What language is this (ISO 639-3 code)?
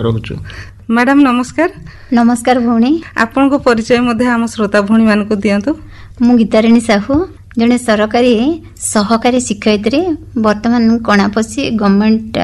ori